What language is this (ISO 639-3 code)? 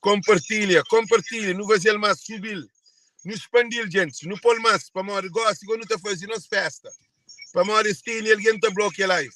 kea